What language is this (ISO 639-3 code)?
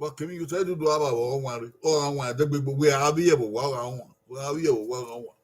bin